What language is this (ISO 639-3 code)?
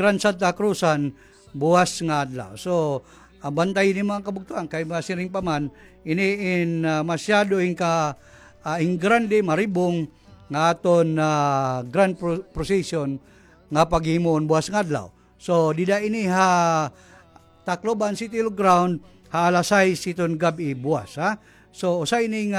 war